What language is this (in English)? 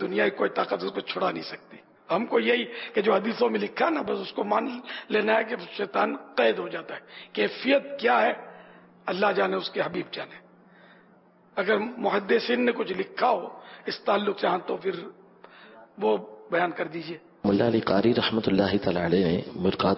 Urdu